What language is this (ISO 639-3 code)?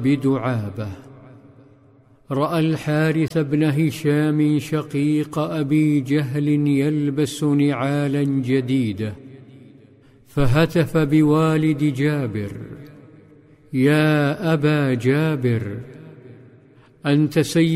ara